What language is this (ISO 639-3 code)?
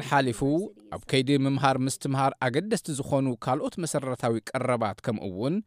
tir